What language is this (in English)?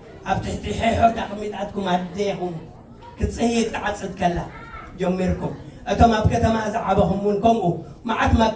Tigrinya